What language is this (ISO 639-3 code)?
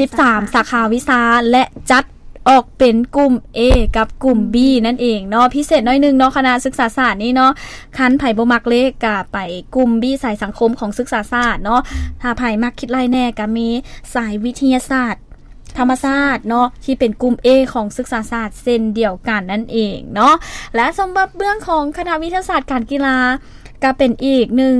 lao